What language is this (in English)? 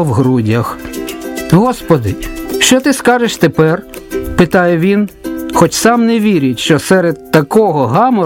Ukrainian